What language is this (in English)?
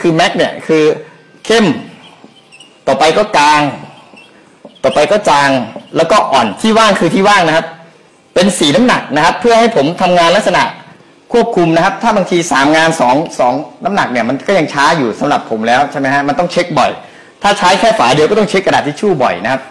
Thai